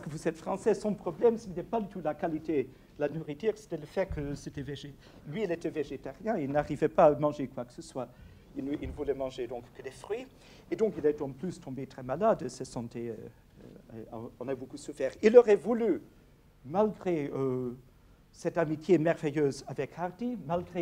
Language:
French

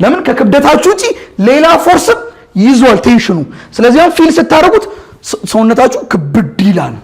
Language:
Amharic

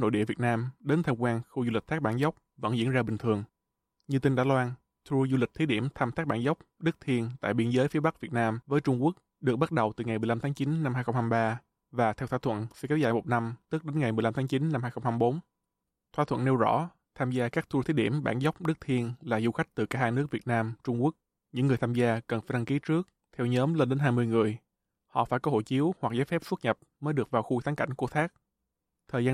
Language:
Vietnamese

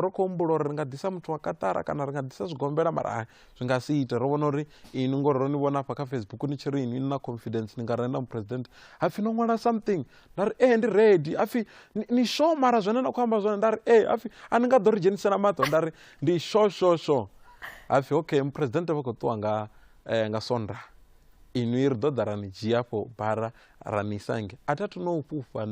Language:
Venda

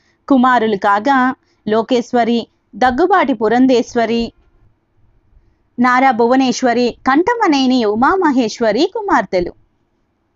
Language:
Telugu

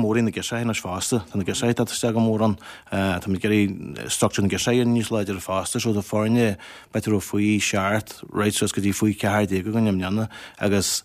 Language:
Irish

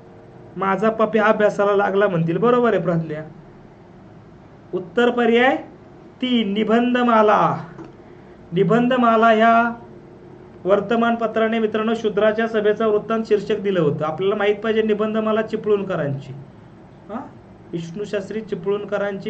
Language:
Marathi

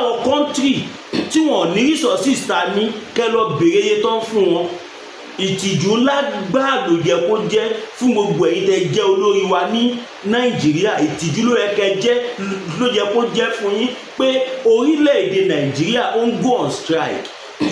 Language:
Yoruba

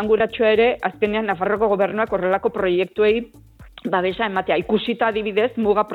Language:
Basque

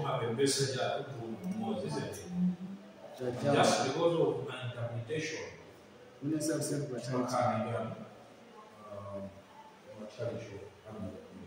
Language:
English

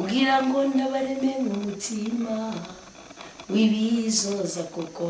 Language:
Rundi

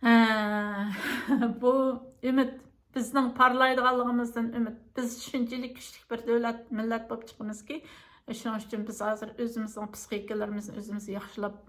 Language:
Uyghur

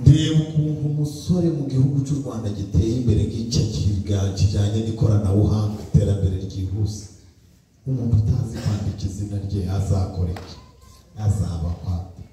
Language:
Kinyarwanda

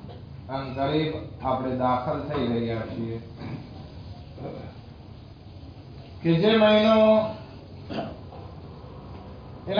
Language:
Gujarati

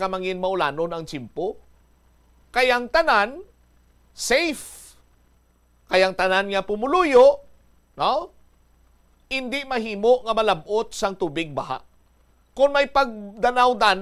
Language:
Hiligaynon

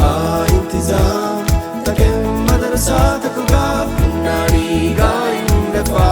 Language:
Divehi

